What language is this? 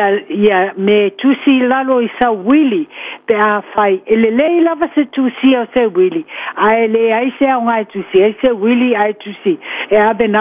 Samoan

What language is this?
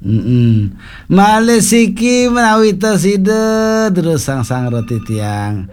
Balinese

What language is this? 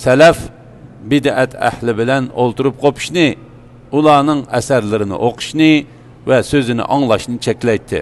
Uyghur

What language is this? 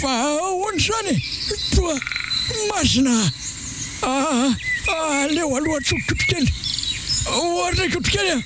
Malagasy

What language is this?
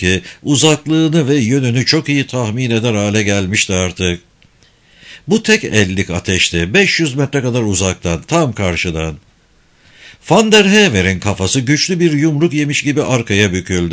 Turkish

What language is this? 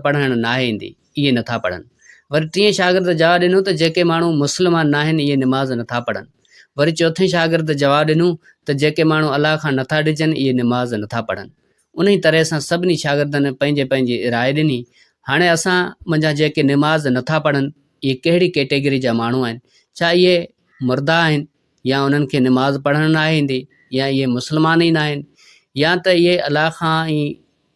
Sindhi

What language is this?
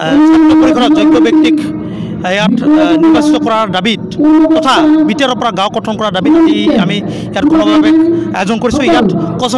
Assamese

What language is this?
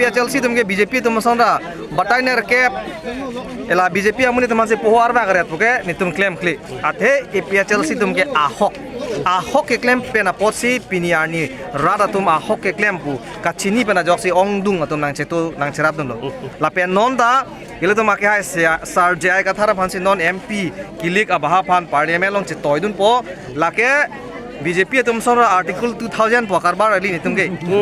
Karbi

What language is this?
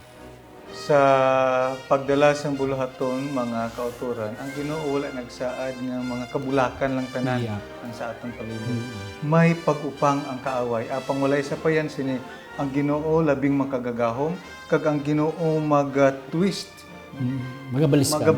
Hiligaynon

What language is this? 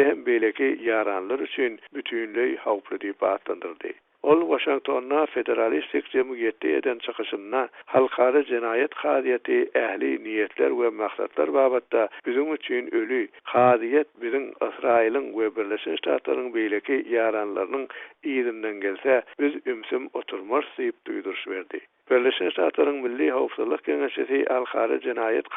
Turkmen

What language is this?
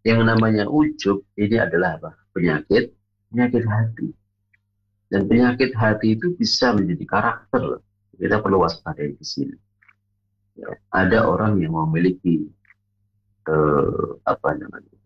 Indonesian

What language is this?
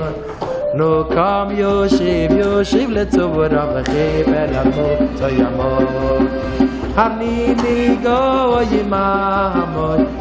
Yiddish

